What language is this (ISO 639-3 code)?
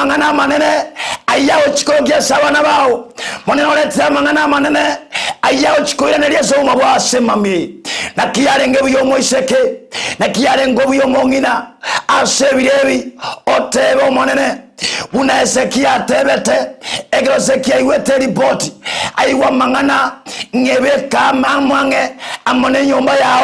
guz